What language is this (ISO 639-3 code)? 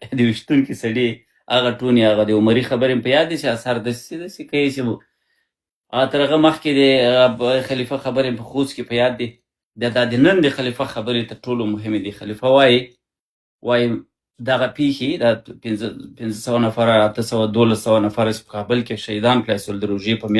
pus